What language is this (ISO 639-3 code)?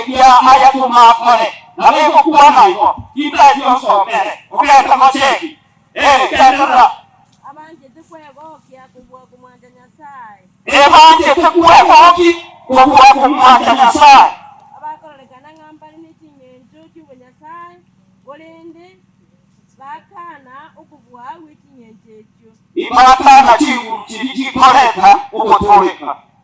guz